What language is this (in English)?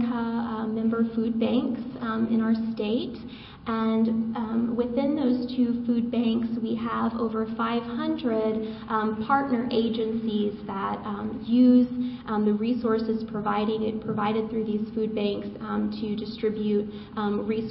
English